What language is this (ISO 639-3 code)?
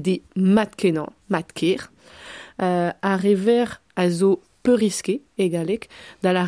bre